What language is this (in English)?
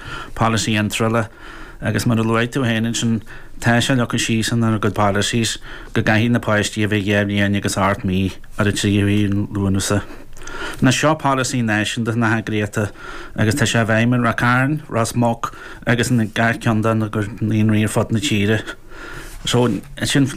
Irish